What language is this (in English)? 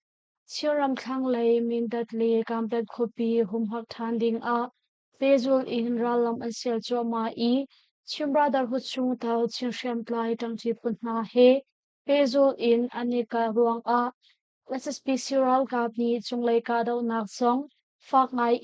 Hakha Chin